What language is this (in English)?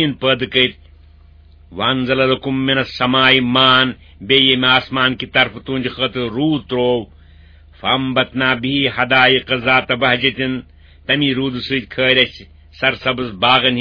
Kashmiri